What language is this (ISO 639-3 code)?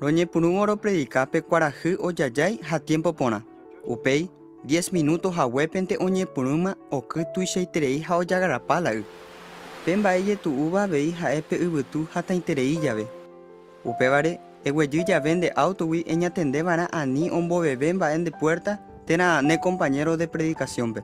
grn